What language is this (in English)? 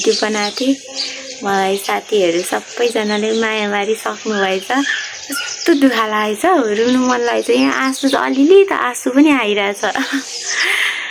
Nepali